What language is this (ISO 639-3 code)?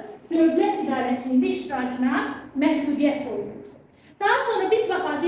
aze